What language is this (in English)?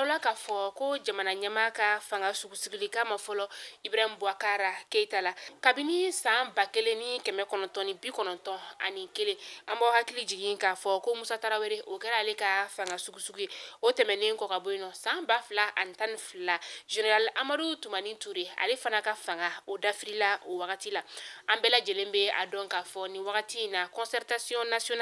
Bambara